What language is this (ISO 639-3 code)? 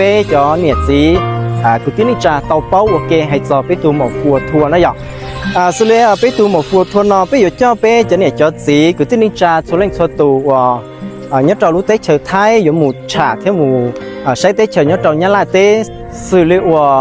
hmn